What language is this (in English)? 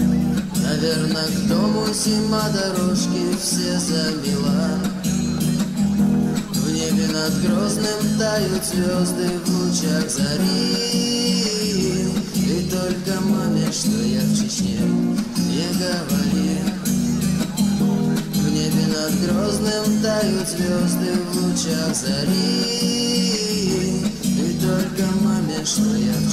Russian